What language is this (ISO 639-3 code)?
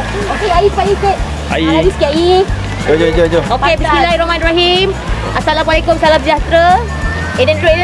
msa